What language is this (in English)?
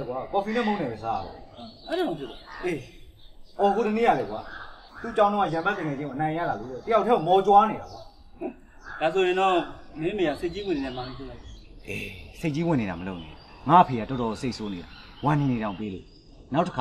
Burmese